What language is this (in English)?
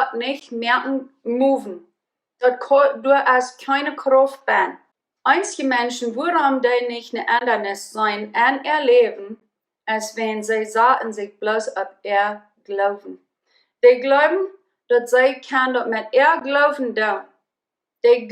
Plautdietsch